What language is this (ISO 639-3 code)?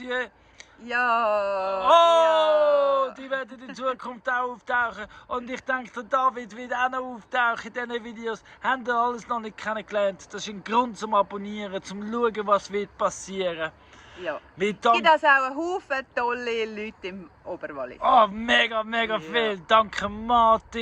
gsw